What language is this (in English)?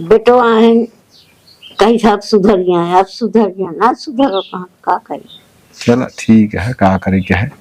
Awadhi